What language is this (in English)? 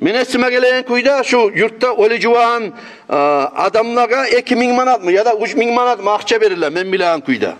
Kumyk